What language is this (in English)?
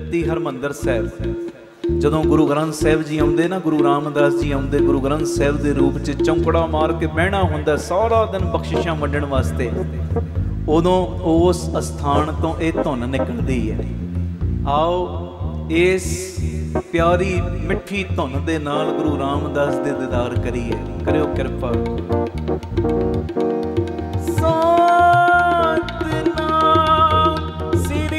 Punjabi